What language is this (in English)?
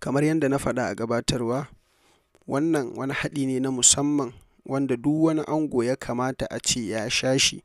Hausa